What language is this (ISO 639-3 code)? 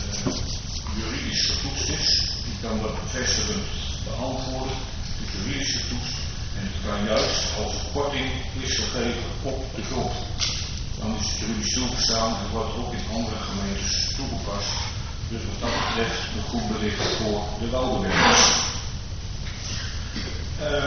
nld